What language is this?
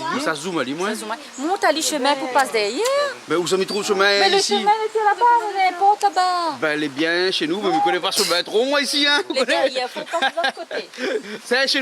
Réunion Creole French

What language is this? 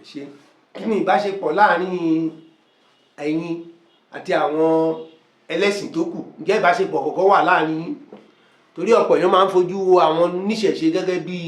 Yoruba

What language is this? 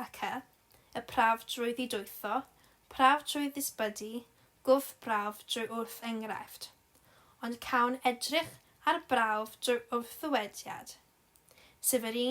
Welsh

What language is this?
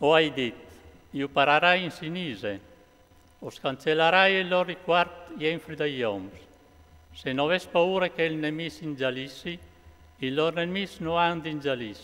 Friulian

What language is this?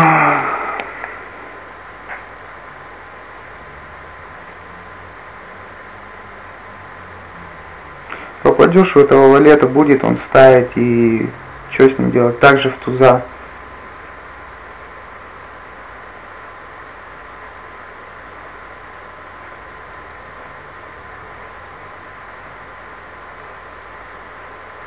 Russian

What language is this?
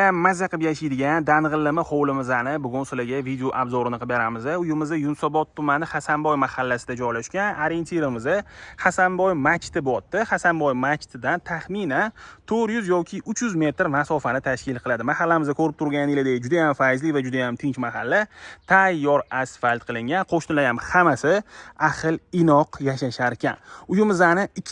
Uzbek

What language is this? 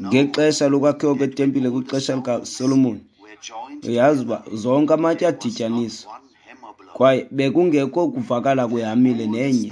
Xhosa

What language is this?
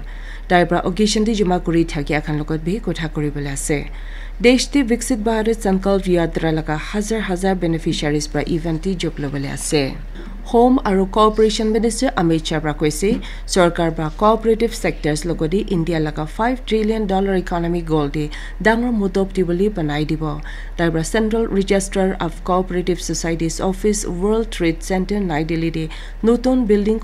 Naga Pidgin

